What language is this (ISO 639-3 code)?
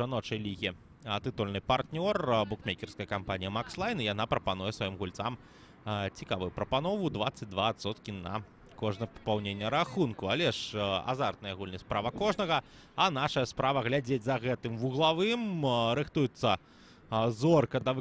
bel